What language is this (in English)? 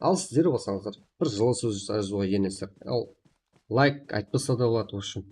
Kara-Kalpak